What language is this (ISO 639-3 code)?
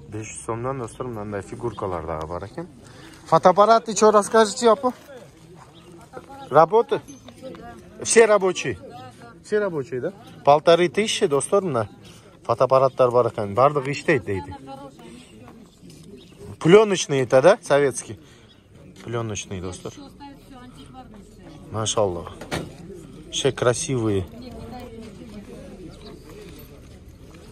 kaz